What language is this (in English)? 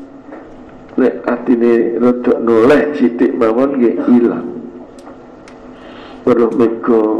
Javanese